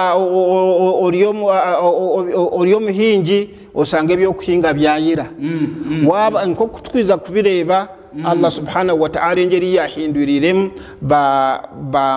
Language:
Nyankole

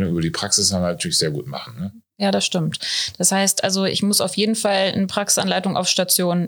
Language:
German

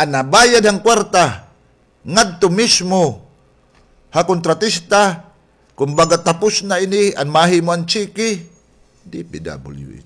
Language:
Waray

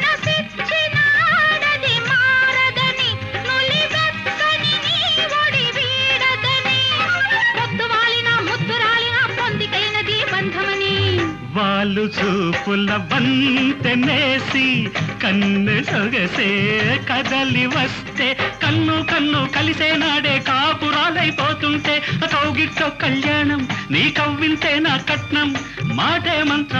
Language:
Telugu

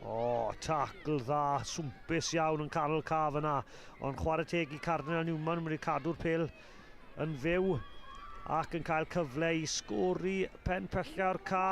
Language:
Welsh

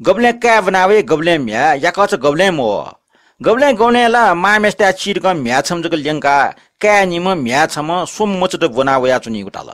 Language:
Newari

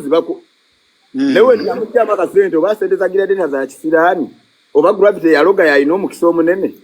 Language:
Ganda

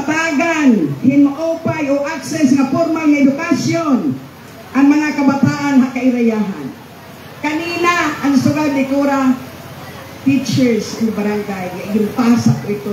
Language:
Waray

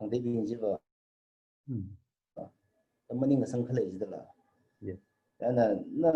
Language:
Tangkhul Naga (India)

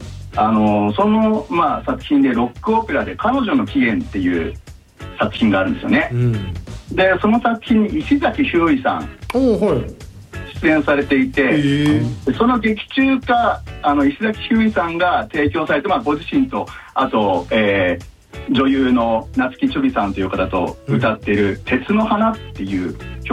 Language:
Japanese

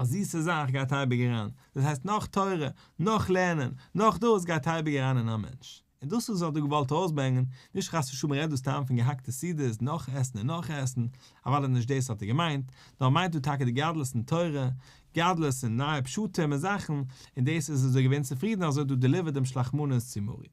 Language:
Yiddish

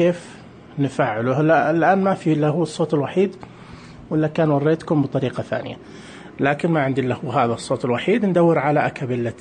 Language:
Najdi Arabic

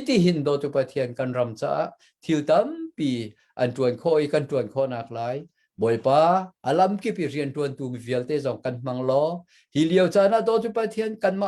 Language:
Hakha Chin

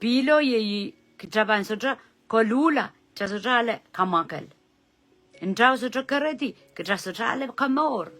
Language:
Pohnpeian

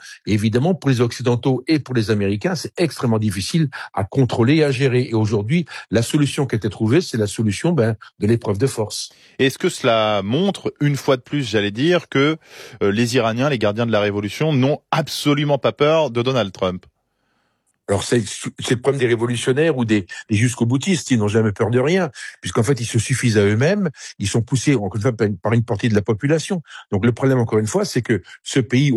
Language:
French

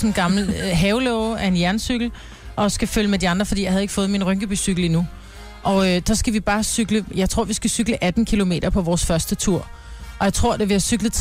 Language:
Danish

